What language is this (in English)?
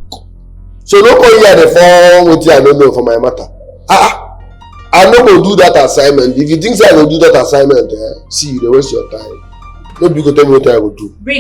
Nigerian Pidgin